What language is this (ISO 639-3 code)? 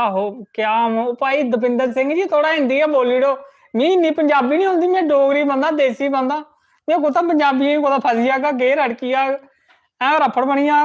doi